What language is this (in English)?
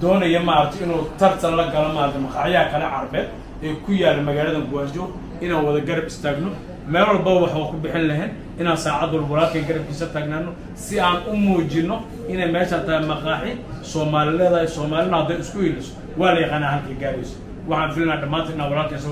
Somali